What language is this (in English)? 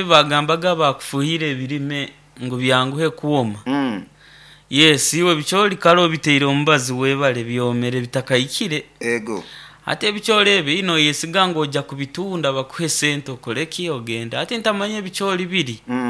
Nyoro